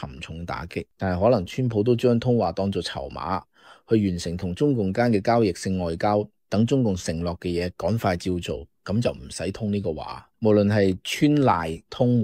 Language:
Cantonese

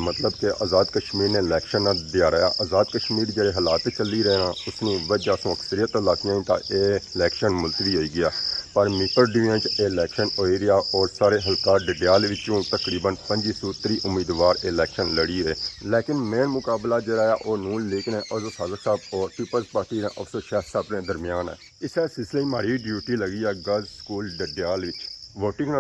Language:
Pahari-Potwari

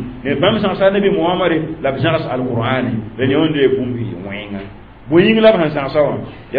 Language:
Mossi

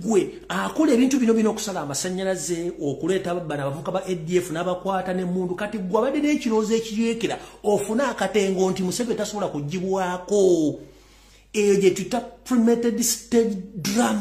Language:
Ganda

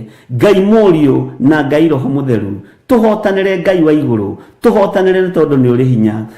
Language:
Kikuyu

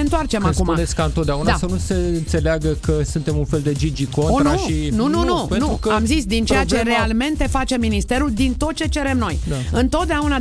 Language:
Romanian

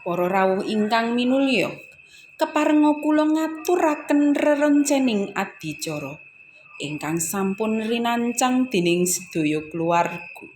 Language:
Javanese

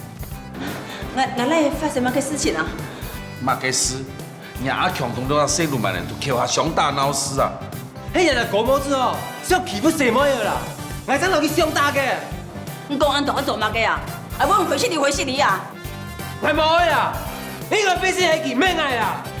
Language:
Hakka Chinese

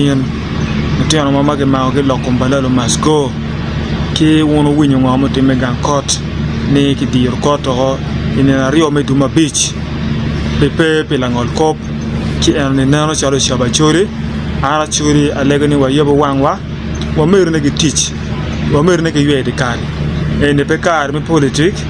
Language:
Acoli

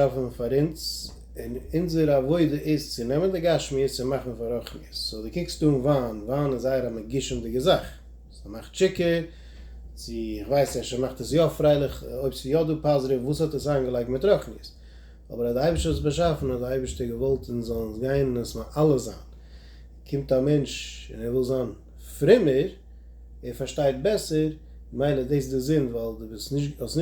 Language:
Yiddish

